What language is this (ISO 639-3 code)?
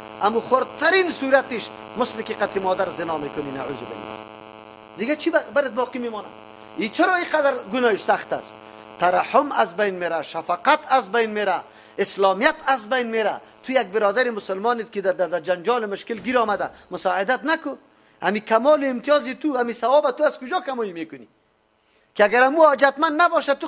fas